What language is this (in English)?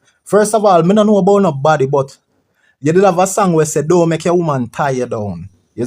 Jamaican Creole English